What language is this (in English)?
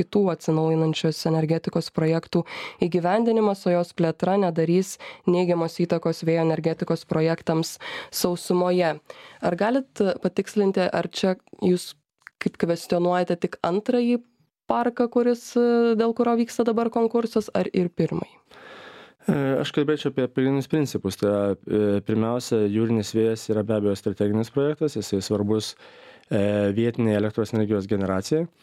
Lithuanian